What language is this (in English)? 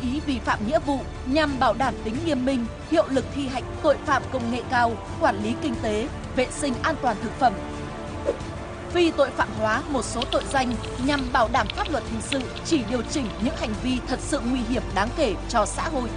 Vietnamese